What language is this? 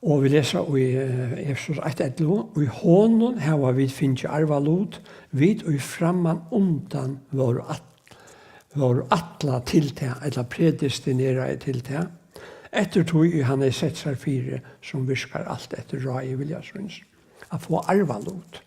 Faroese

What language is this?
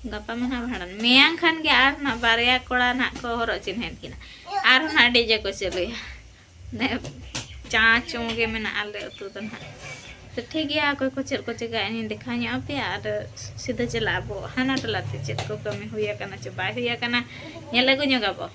Santali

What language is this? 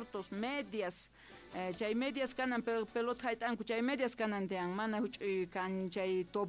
South Bolivian Quechua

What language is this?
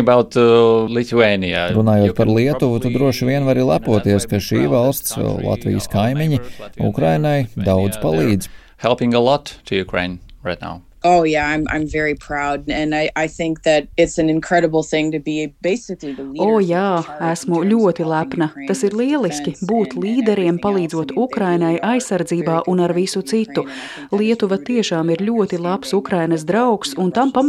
Latvian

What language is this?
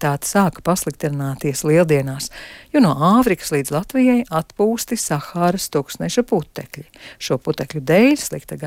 Latvian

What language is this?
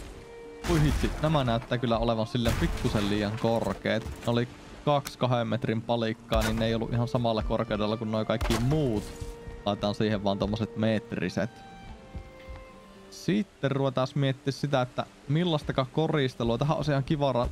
Finnish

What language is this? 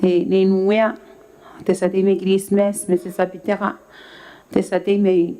Gilbertese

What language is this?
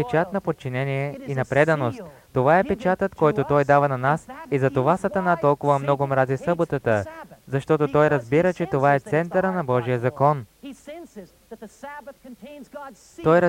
Bulgarian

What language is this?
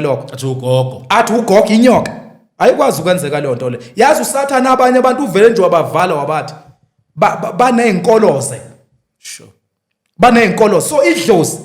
Zulu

